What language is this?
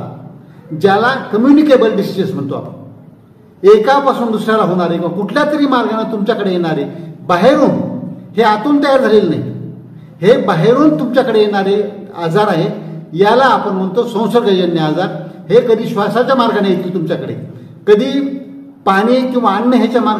Marathi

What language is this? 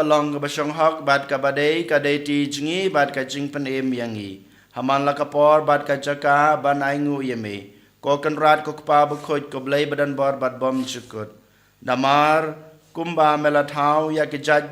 Khasi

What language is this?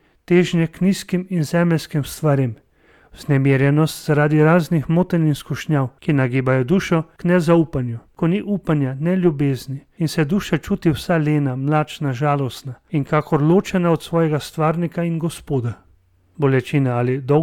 Slovenian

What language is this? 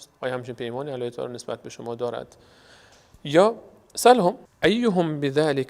Persian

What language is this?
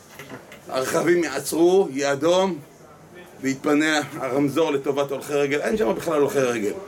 Hebrew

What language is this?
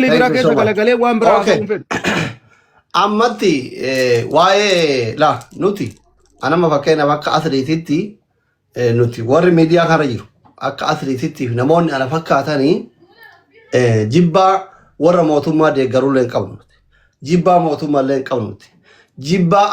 Oromo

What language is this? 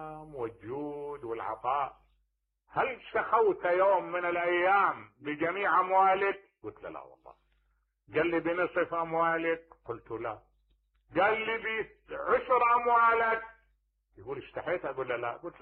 Mesopotamian Arabic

